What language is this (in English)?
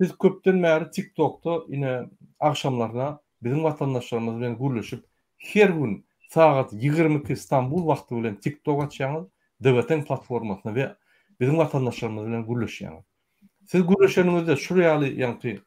Turkmen